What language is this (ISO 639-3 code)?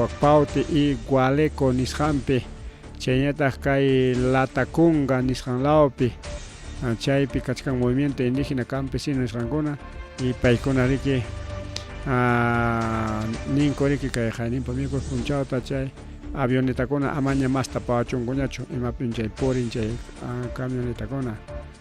quy